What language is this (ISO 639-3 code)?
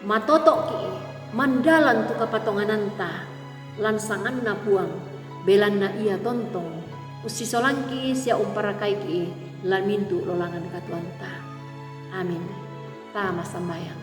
sda